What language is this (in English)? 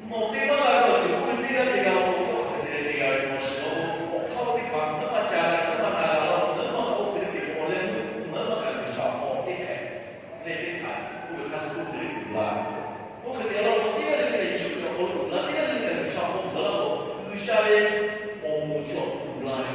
Lahu